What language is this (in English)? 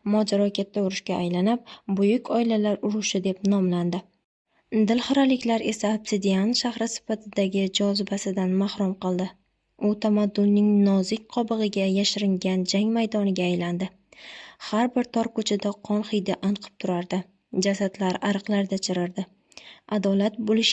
Uzbek